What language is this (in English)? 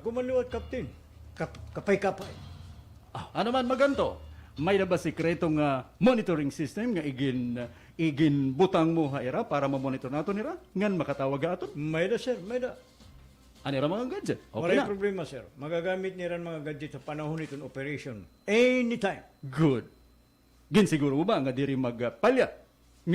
Waray